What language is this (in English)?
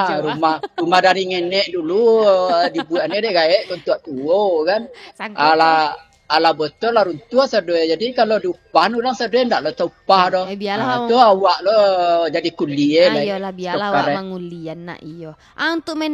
Minangkabau